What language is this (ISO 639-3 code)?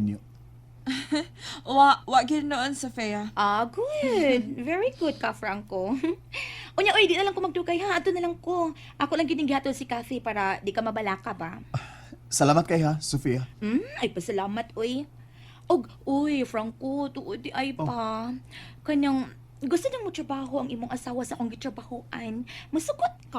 ceb